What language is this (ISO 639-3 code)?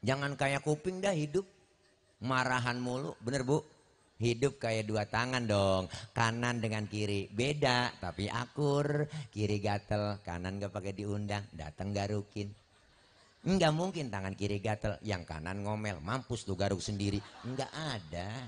bew